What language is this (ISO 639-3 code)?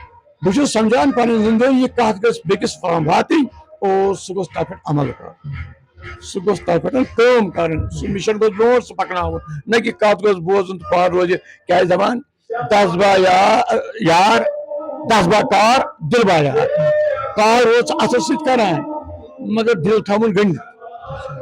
kas